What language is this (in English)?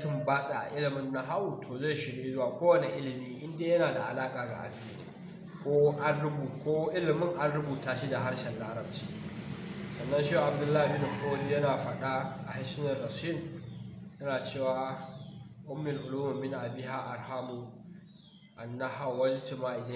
Hausa